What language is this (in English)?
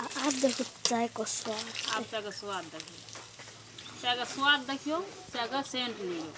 Maithili